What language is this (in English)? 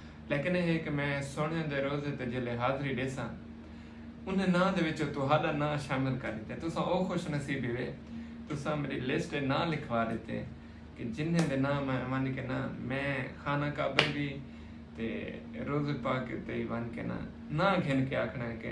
Saraiki